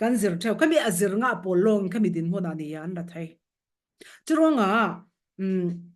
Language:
Falam Chin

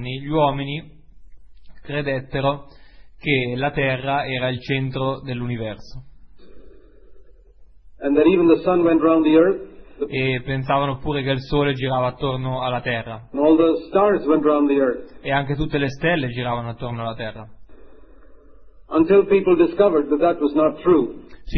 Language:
Italian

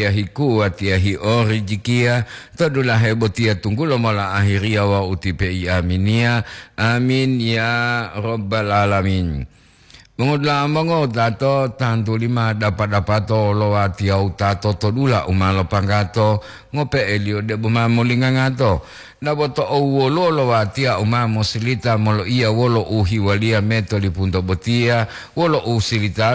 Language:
Gorontalo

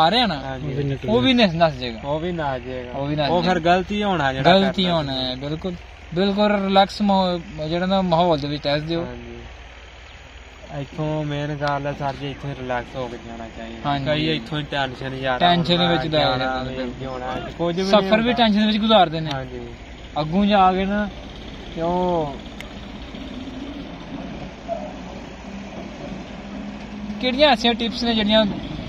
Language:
Punjabi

